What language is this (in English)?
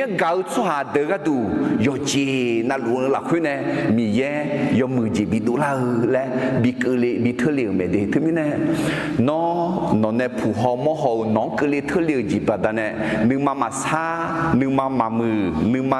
Akha